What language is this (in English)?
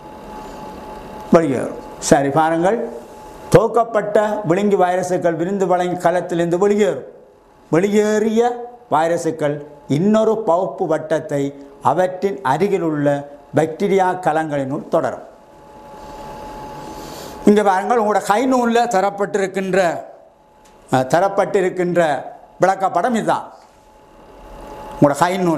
Tamil